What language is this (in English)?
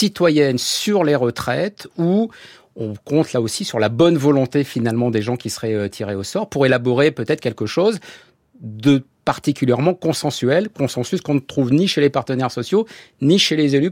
French